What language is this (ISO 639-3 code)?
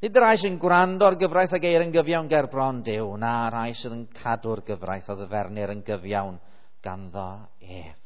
cym